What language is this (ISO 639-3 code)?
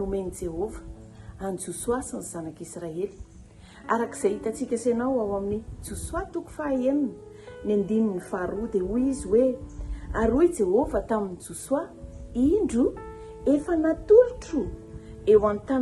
mlg